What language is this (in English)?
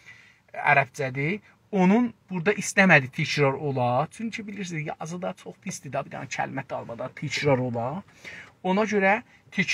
South Azerbaijani